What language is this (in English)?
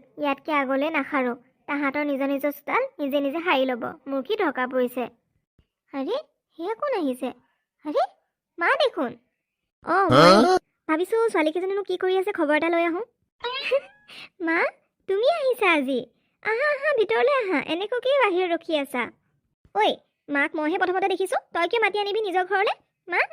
Assamese